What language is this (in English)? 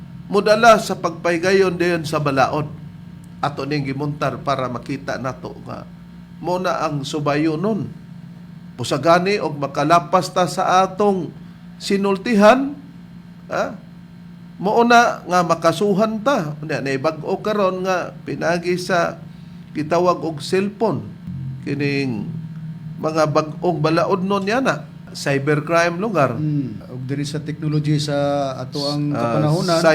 Cebuano